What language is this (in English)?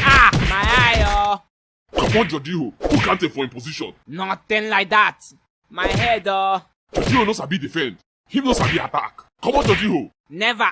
Nigerian Pidgin